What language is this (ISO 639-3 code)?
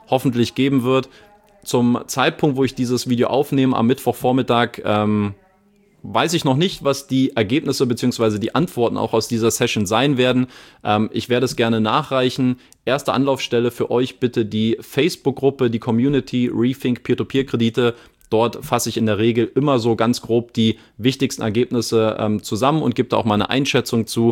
deu